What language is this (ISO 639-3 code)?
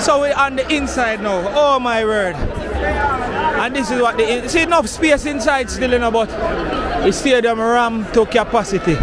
jam